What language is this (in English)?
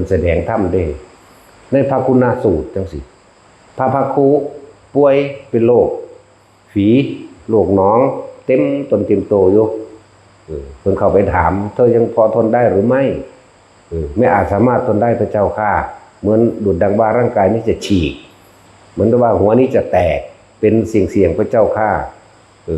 Northeastern Thai